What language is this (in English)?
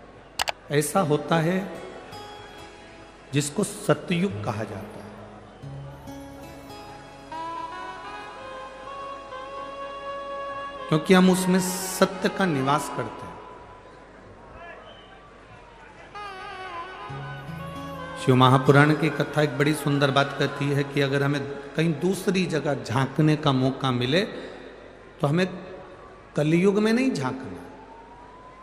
Hindi